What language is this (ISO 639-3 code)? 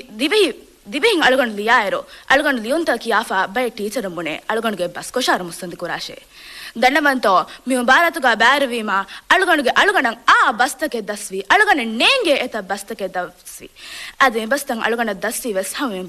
div